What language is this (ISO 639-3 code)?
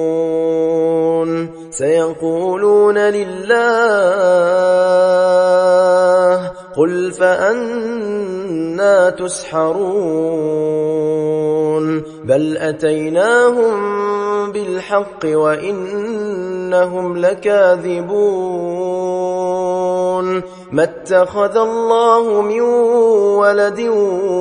ara